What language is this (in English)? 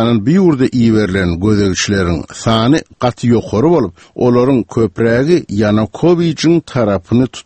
Turkmen